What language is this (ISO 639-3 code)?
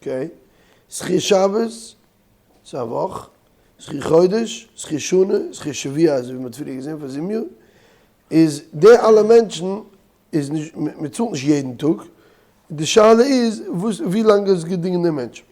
yid